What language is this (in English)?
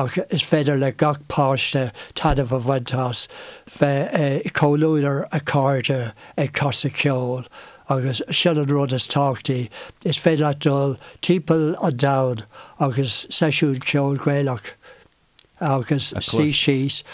Irish